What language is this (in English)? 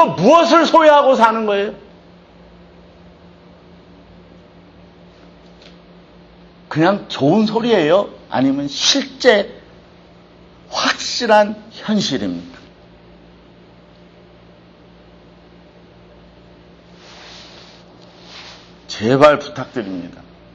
Korean